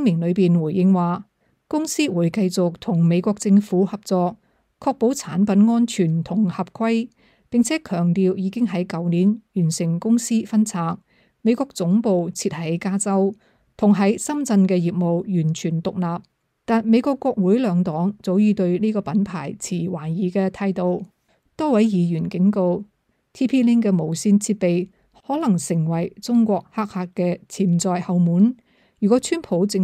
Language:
Cantonese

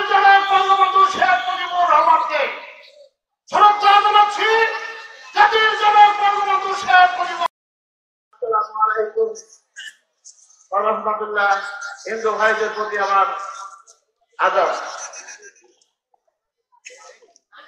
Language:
Bangla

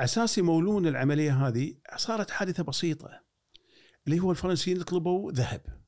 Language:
Gulf Arabic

